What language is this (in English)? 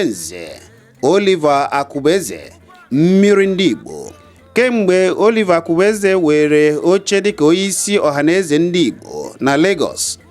Igbo